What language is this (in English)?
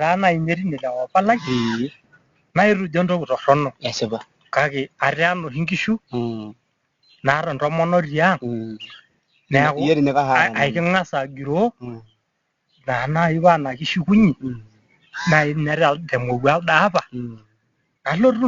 Masai